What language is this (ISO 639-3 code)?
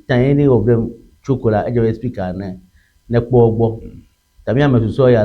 ewe